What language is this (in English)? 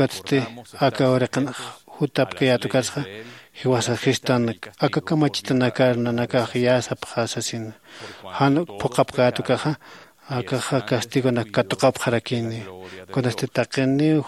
Aymara